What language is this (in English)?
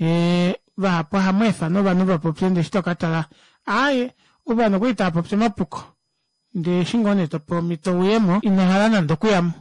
Kuanyama